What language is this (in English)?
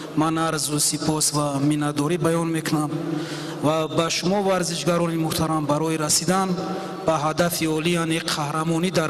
Tajik